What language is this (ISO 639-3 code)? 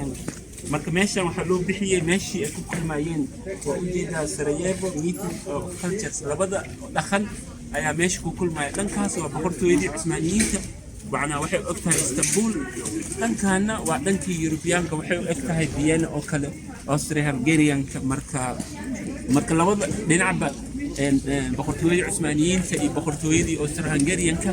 som